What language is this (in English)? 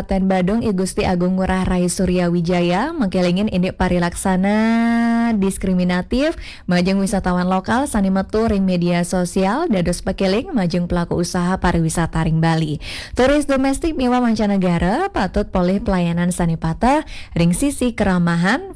Balinese